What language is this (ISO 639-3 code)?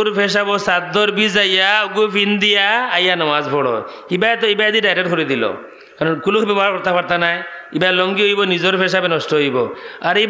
syl